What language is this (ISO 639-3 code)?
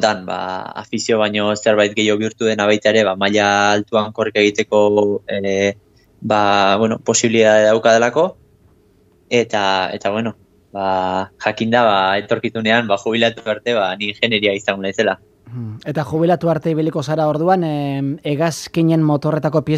eus